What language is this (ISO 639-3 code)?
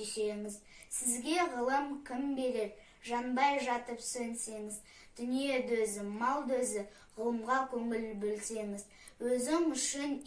kaz